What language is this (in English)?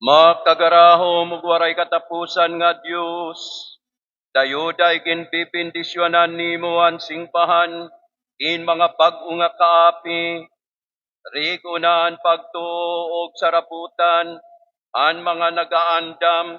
Waray